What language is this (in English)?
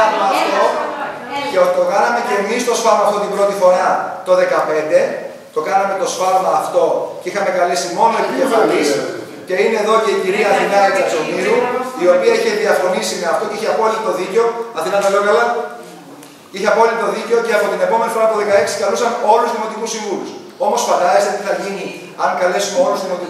Greek